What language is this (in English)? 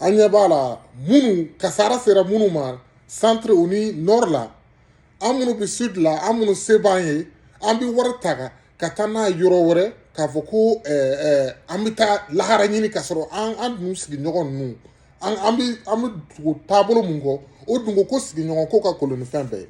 Bambara